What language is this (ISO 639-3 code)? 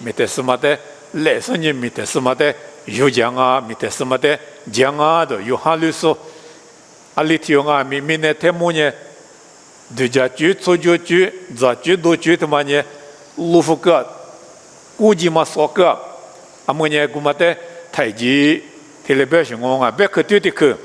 lis